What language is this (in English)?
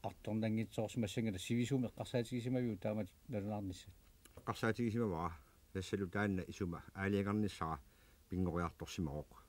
Kalaallisut